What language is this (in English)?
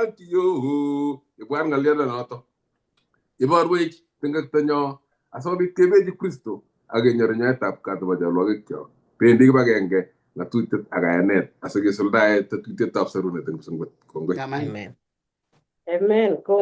Kalenjin